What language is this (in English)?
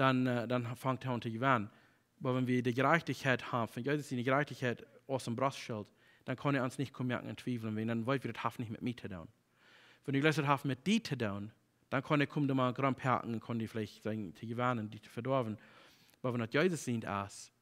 Plautdietsch